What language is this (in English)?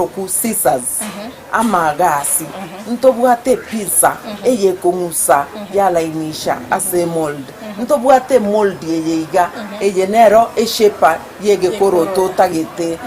Gusii